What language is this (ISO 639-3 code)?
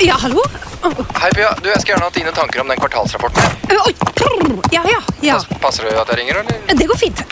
nor